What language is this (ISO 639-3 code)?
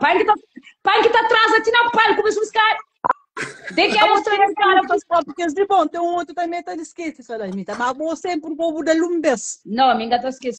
kea